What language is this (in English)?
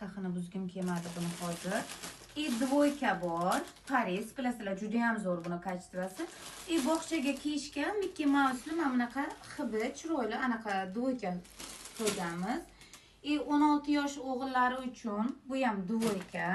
Uzbek